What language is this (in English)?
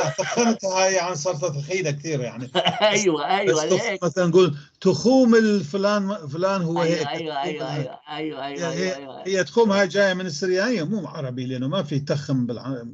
North Levantine Arabic